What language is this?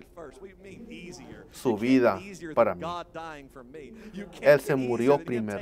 Spanish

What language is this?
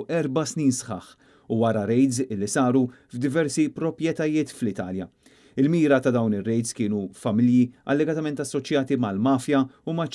Maltese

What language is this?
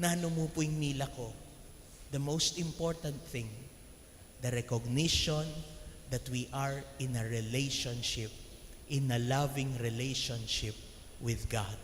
Pampanga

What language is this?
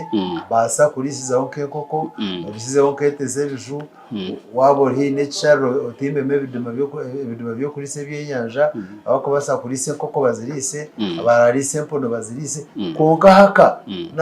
Nyankole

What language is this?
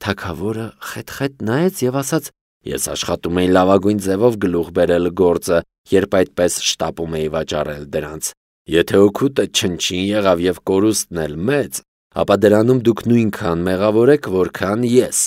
Armenian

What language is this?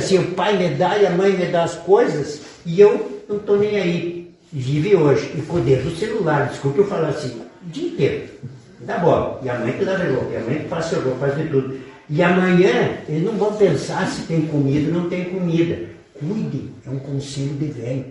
Portuguese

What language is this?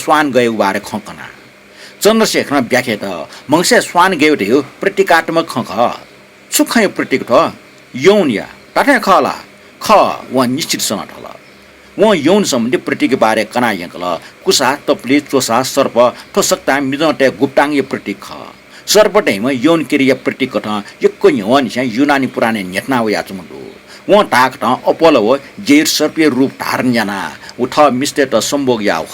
Newari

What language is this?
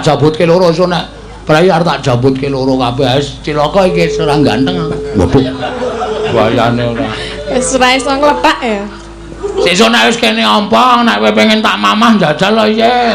Javanese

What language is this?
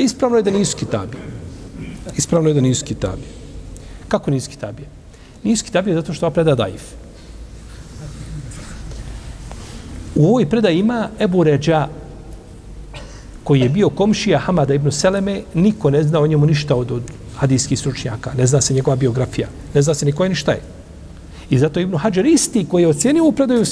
Bosnian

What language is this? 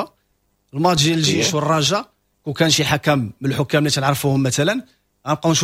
Moroccan Arabic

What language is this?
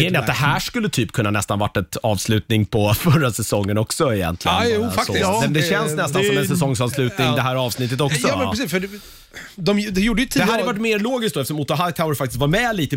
Swedish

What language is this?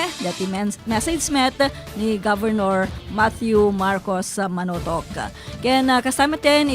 Iloko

